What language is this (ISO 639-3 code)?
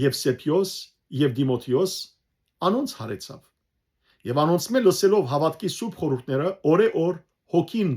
hyw